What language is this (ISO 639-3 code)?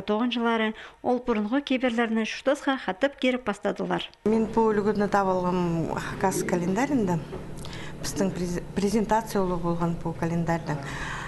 kjh